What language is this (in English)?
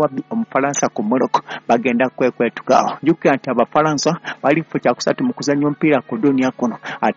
Ganda